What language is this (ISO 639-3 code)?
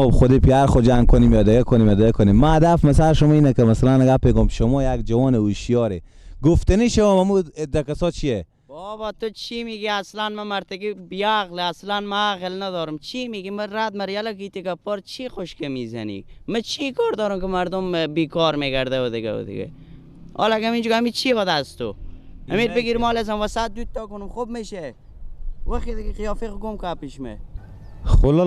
fas